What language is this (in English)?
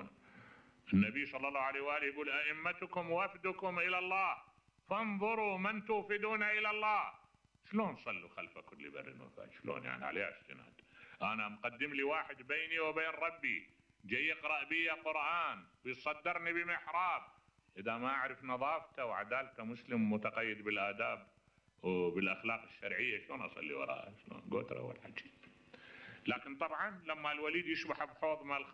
Mesopotamian Arabic